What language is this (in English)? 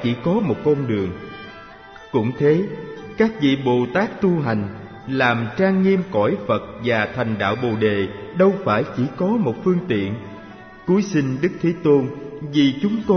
Vietnamese